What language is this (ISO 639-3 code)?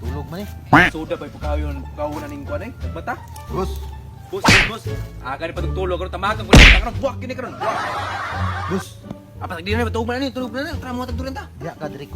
ceb